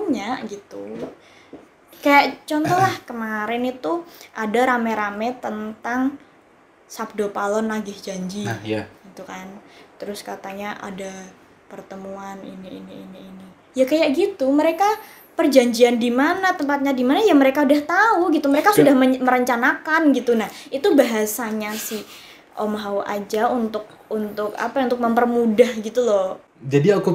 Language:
Indonesian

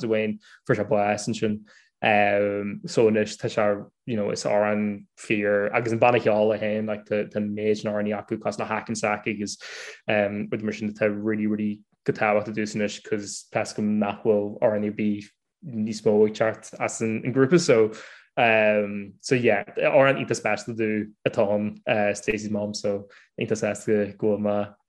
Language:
Irish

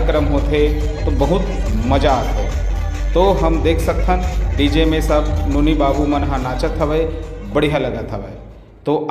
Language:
Chhattisgarhi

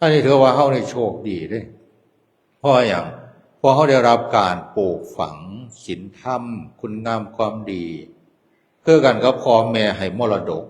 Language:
Northeastern Thai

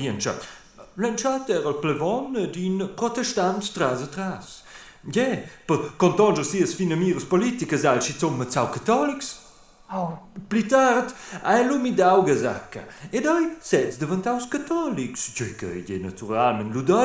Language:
Romansh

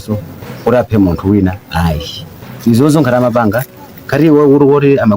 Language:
Nyanja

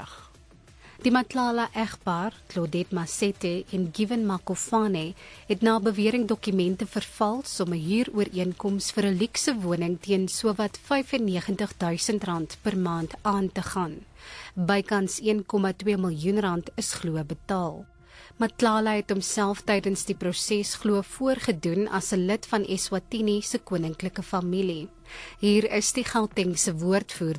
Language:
Afrikaans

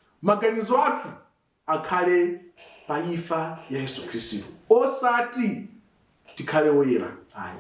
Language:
Nyanja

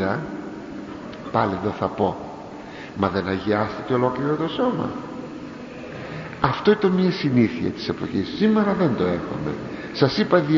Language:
Greek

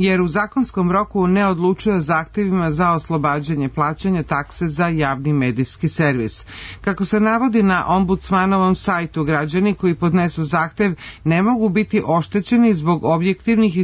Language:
Serbian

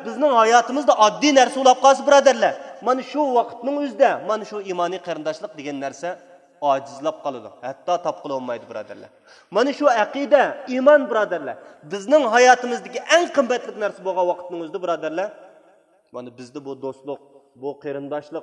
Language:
Uyghur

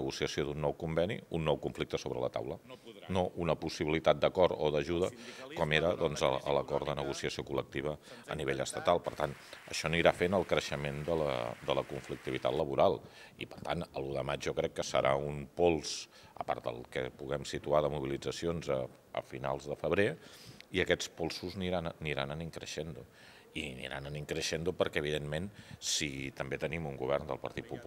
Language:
Catalan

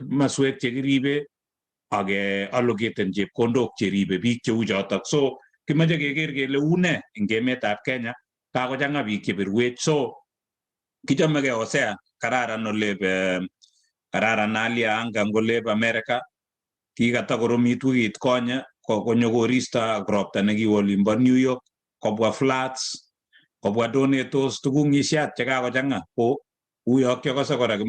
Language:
Kalenjin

